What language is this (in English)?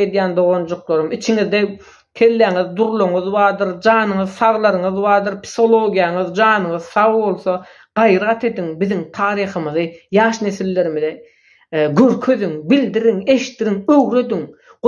Turkmen